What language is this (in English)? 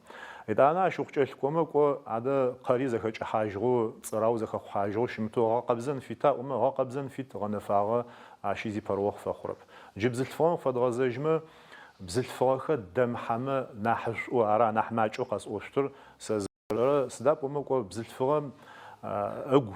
Adyghe